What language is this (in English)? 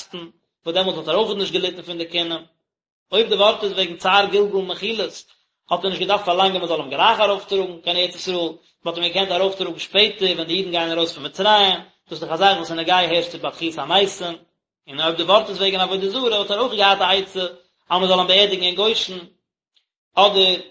Yiddish